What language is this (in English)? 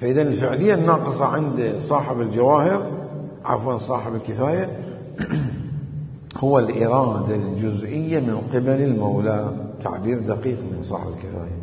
Mesopotamian Arabic